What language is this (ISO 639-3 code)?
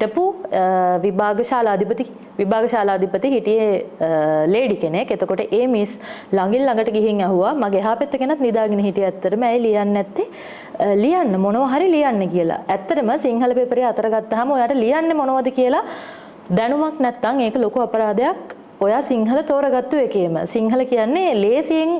sin